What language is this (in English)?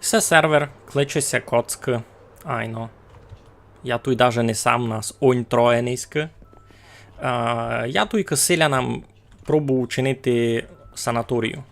Rusyn